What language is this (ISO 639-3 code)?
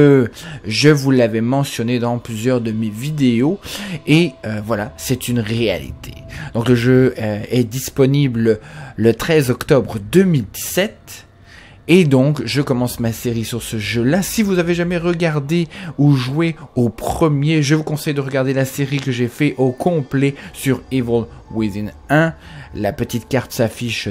fra